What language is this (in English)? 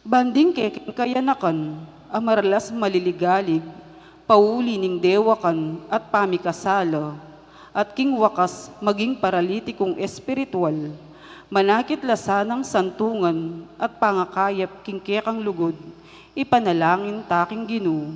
Pampanga